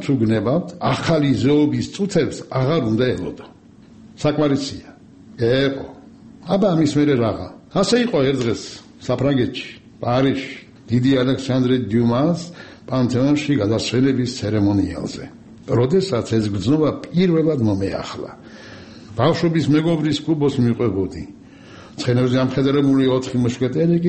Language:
Georgian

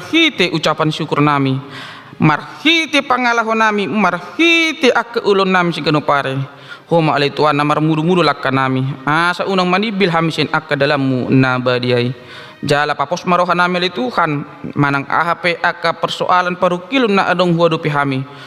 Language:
Batak Toba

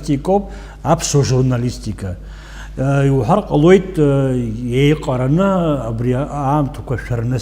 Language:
Abkhazian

